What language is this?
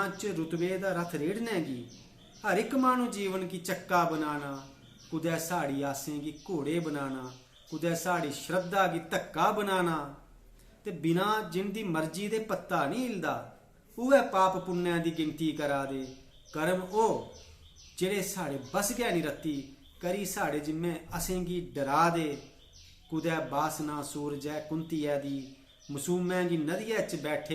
Dogri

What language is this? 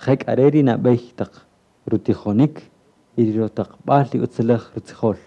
Kaqchikel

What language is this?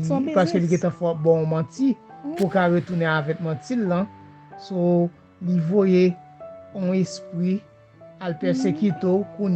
Haitian Creole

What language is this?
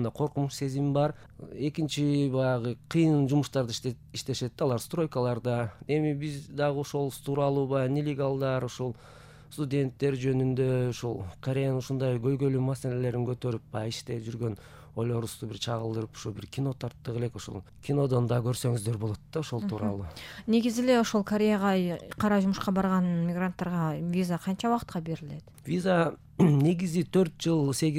Kyrgyz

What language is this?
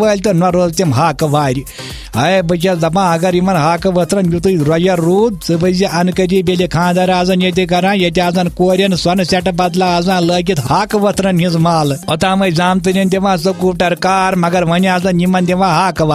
Kashmiri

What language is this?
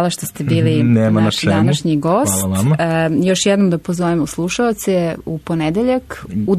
Serbian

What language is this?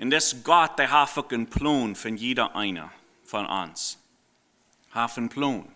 Plautdietsch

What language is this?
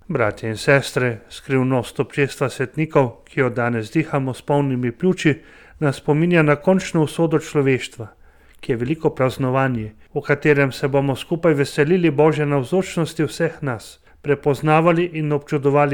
Slovenian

